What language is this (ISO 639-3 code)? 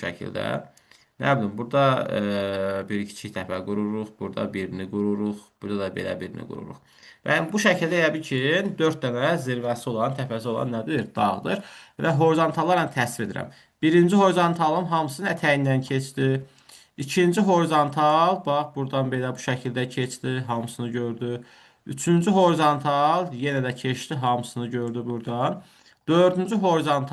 aze